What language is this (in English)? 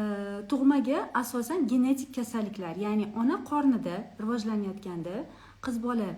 Uzbek